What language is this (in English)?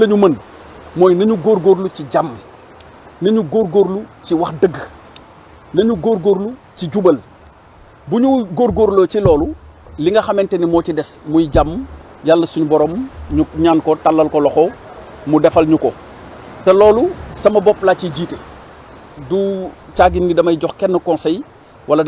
Wolof